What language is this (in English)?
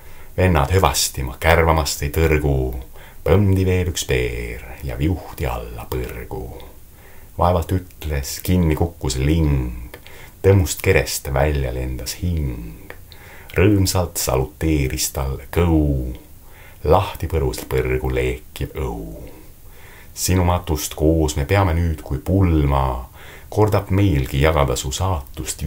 Estonian